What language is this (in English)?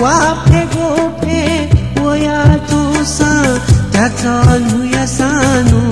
Newari